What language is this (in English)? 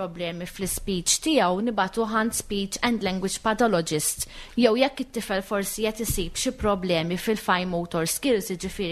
Maltese